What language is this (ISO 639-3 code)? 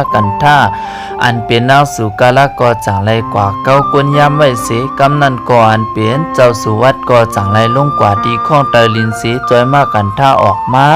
shn